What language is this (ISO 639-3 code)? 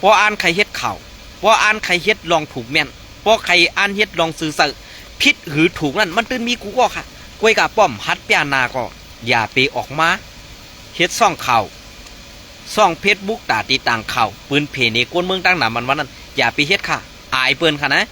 shn